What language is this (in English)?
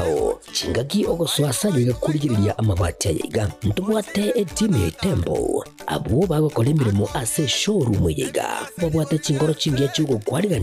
Gusii